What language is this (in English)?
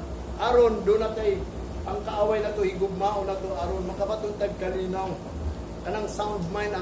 Cebuano